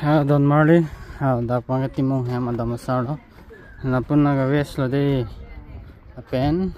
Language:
Karbi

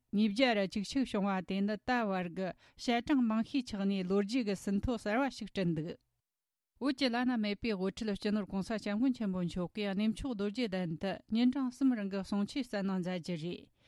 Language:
Tibetan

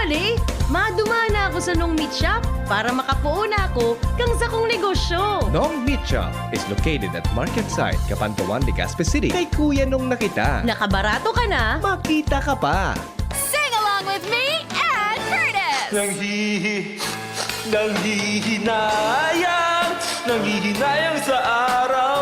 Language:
Bikol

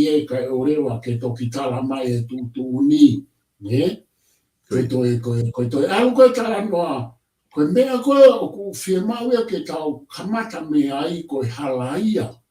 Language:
Tongan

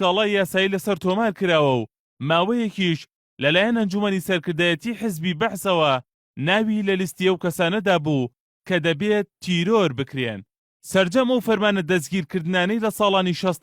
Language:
Central Kurdish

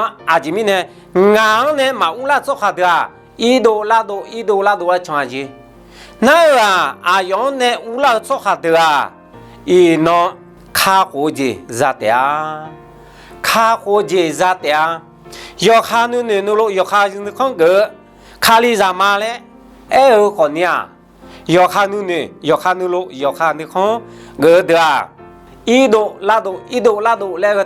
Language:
Akha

